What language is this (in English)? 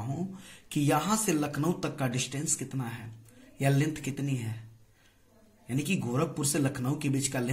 Hindi